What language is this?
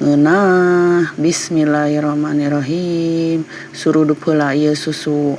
Sundanese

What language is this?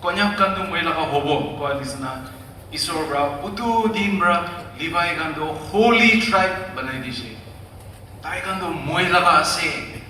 Naga Pidgin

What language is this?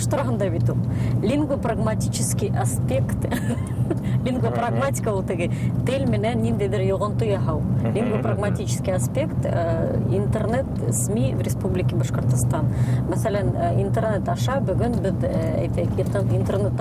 Bashkir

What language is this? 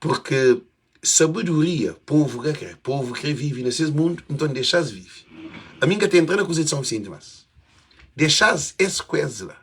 Kabuverdianu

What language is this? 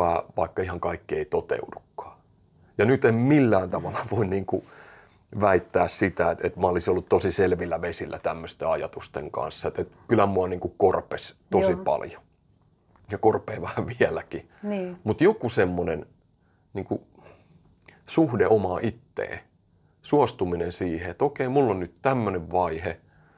Finnish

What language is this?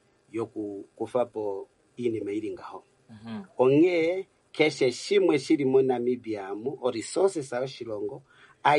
Kuanyama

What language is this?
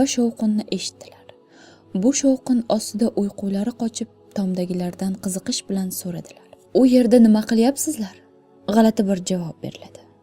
Uzbek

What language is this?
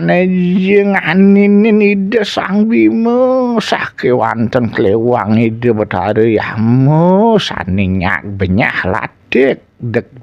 Balinese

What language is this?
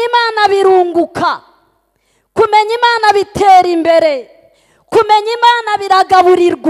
Kinyarwanda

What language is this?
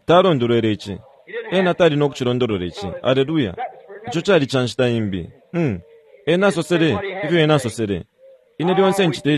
Bemba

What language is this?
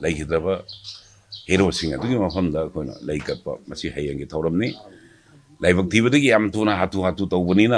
Manipuri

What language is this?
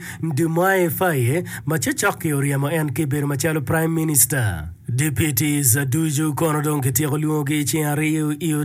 Acoli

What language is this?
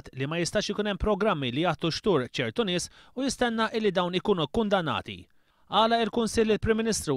Maltese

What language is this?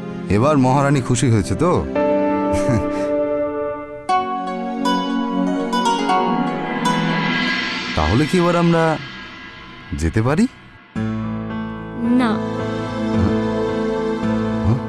Bangla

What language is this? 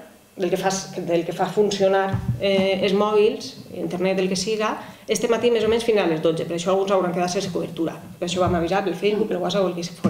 Catalan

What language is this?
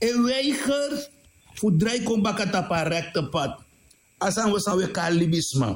Sranan Tongo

